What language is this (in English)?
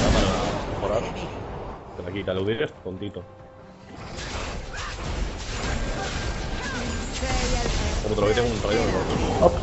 Spanish